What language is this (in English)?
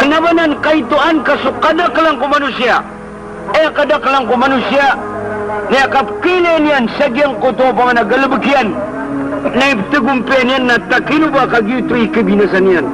Maranao